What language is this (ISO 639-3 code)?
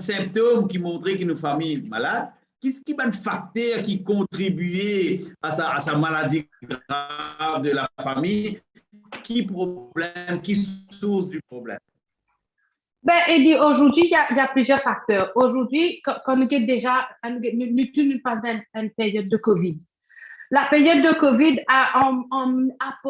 mfe